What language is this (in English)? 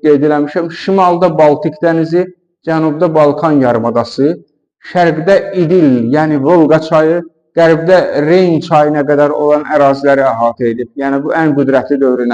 Azerbaijani